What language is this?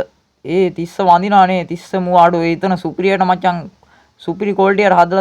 Sinhala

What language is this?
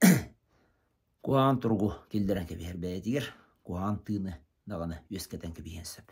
Yakut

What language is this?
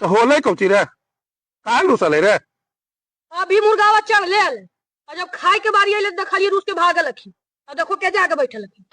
Magahi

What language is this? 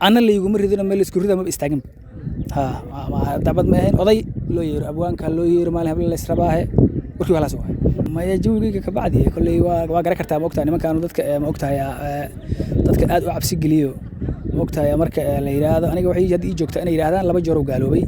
Somali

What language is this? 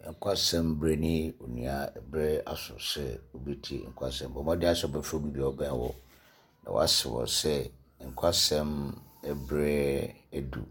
Akan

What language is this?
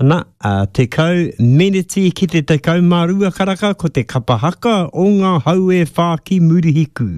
Māori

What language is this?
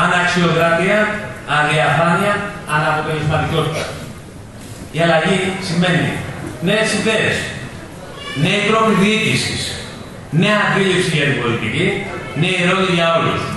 Greek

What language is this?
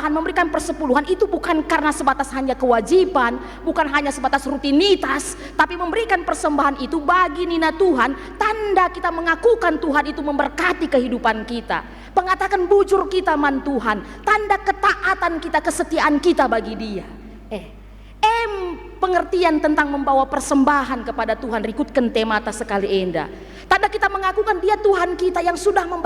Batak Karo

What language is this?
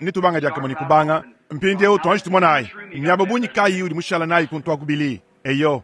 Luba-Lulua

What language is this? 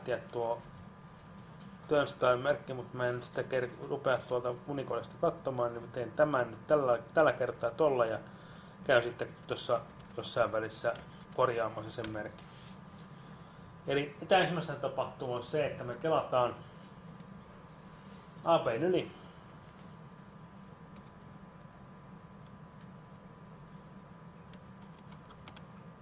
Finnish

